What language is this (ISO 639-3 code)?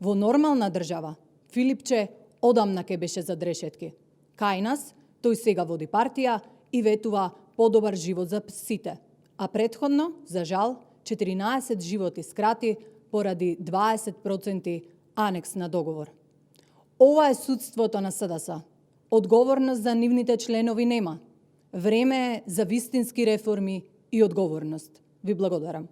mkd